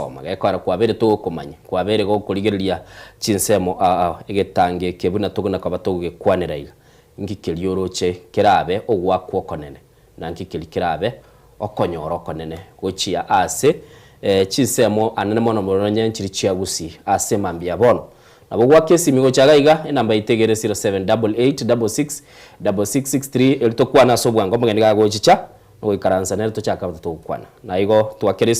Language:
Gusii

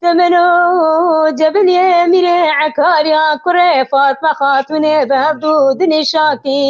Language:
Kurdish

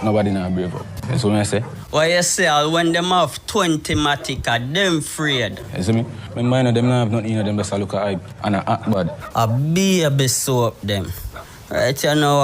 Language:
Jamaican Creole English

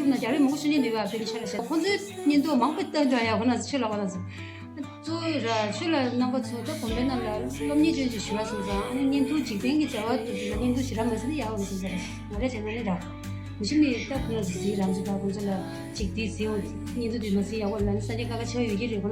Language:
Tibetan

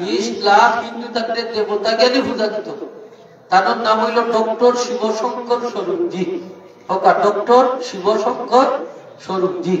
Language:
Sylheti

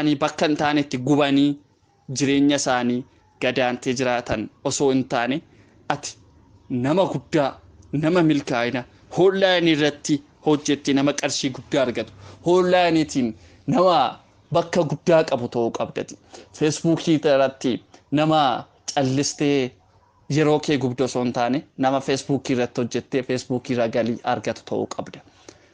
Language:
Oromo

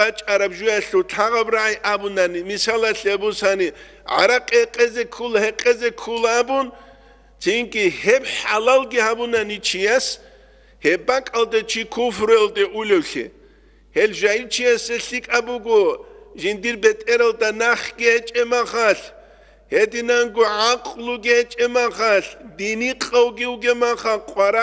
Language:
Avaric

